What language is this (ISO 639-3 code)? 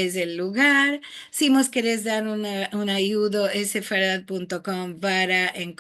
lad